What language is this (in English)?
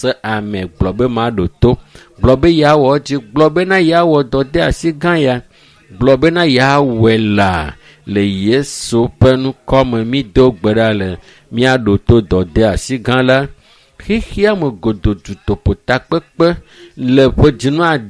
Ewe